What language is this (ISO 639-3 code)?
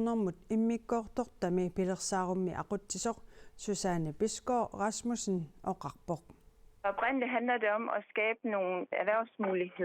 kal